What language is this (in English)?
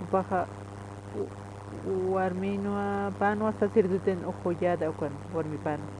Aymara